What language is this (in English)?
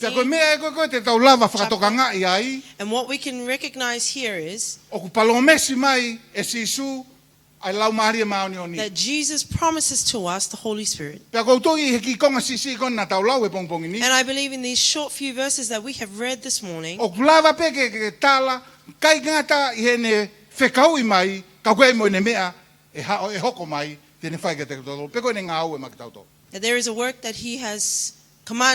Tongan